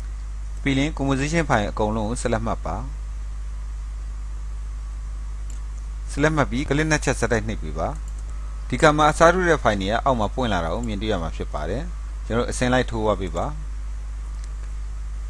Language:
Burmese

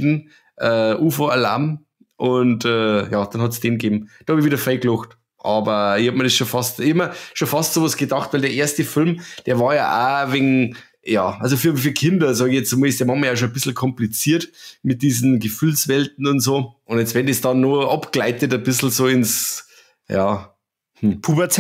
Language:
Bavarian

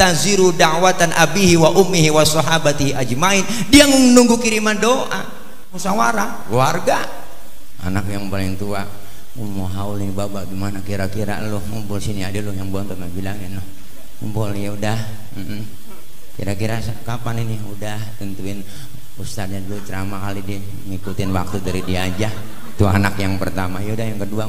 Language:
Betawi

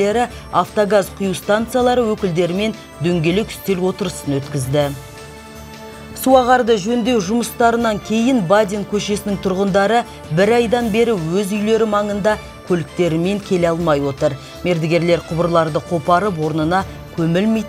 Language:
Kazakh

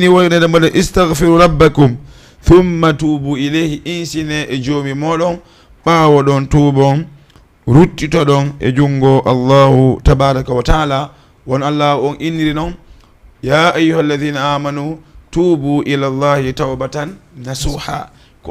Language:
Fula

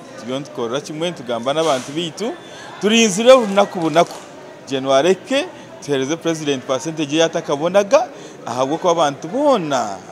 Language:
Nyankole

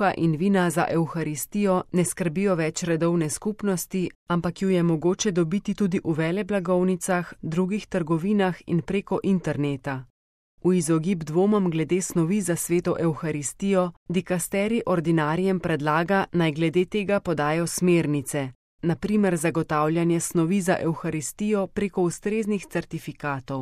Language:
Slovenian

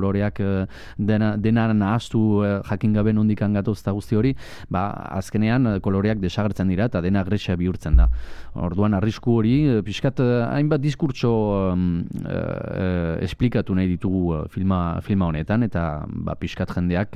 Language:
Basque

